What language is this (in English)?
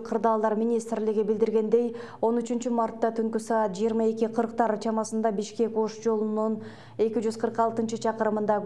Kyrgyz